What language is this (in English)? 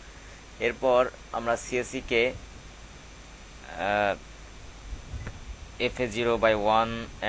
Bangla